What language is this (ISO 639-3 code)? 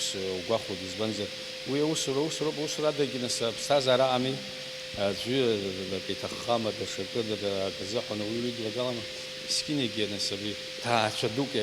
abk